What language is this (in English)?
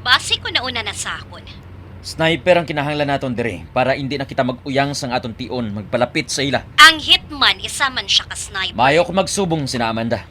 Hiligaynon